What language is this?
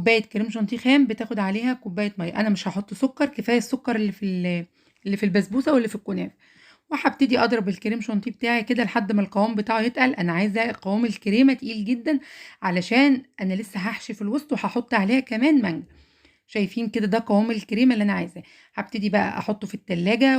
Egyptian Arabic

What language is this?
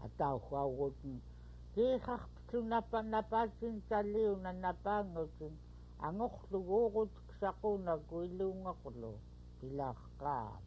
Central Yupik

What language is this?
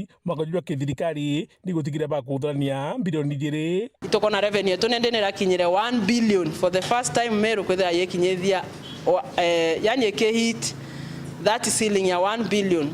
Meru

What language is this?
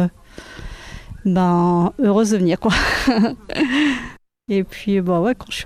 French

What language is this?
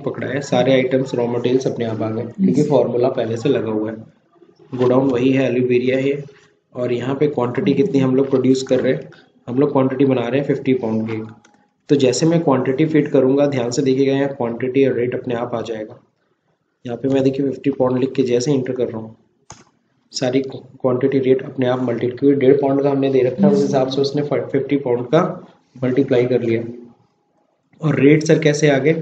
Hindi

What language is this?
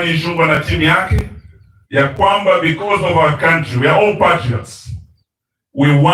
Kikuyu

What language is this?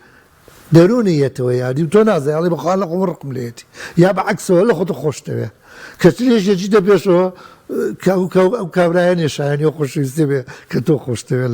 Central Kurdish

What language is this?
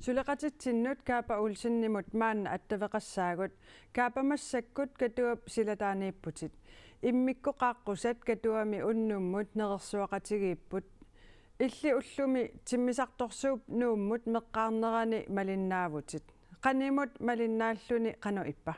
Kalaallisut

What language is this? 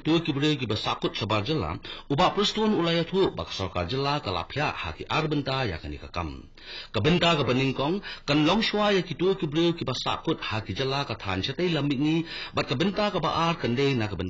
Khasi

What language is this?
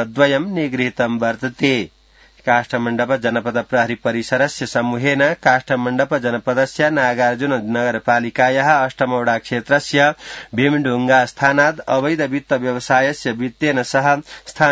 Sanskrit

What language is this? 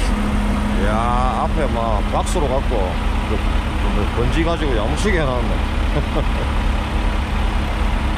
Korean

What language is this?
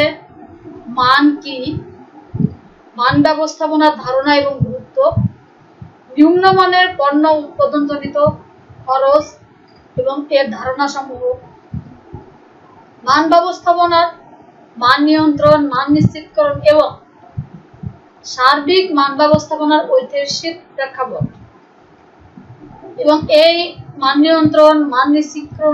Bangla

